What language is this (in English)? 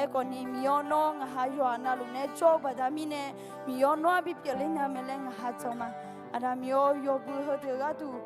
Akha